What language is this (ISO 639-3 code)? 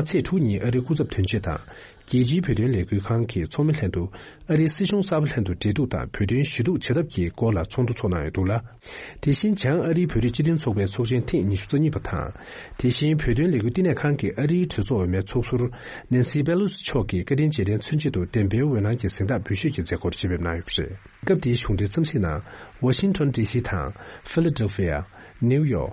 bod